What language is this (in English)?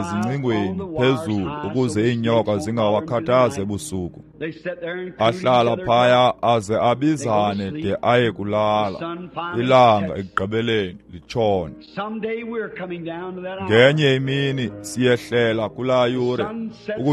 Xhosa